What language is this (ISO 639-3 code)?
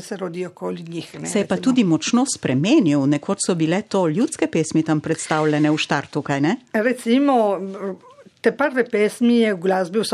slv